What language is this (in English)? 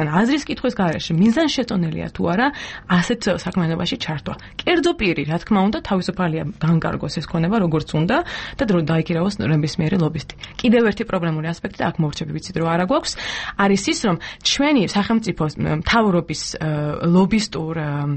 Georgian